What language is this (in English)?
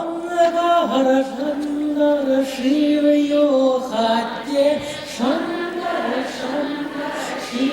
Chuvash